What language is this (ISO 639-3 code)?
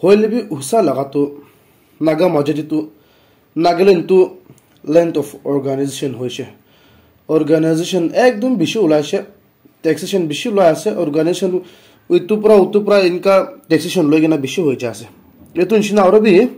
nag